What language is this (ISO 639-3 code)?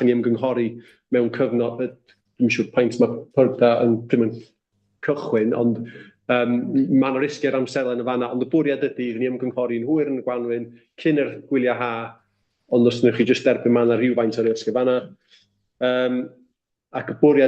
cym